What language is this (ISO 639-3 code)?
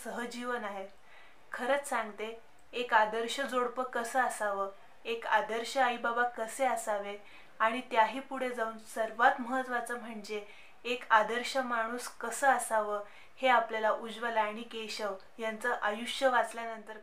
mar